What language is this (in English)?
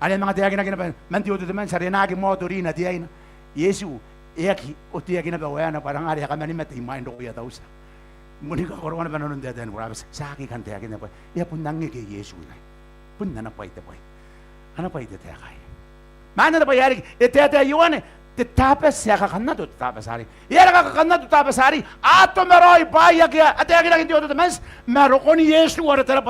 Gilbertese